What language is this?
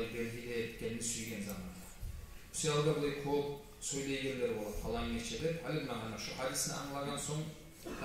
Kumyk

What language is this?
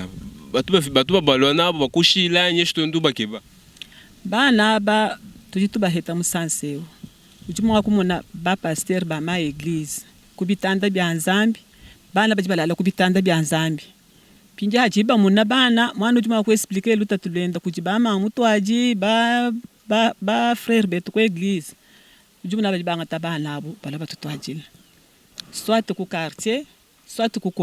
Luba-Lulua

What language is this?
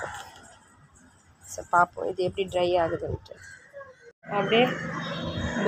Tamil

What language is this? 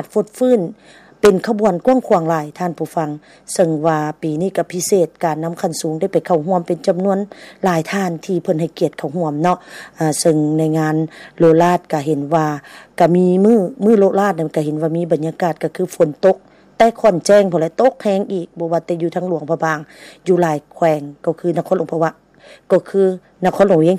Lao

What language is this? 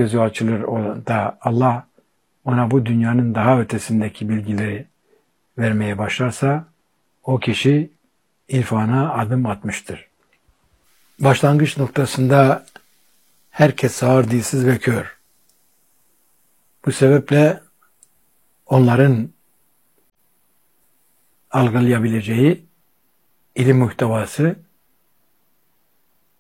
Turkish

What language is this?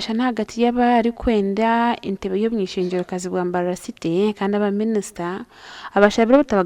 Nyankole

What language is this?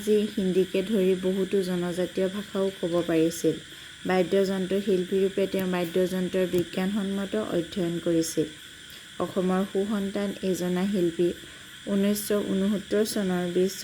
Assamese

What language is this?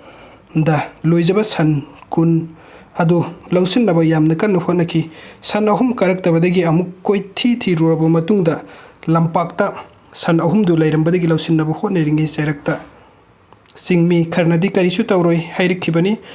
Manipuri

